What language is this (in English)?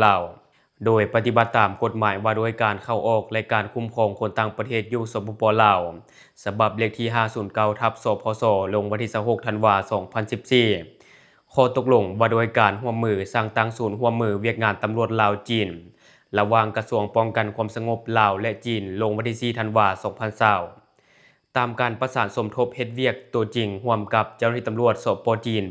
Lao